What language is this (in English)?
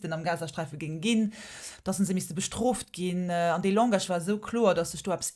Luxembourgish